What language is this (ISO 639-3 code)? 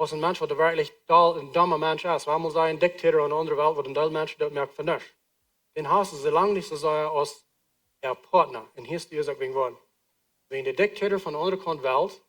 pdt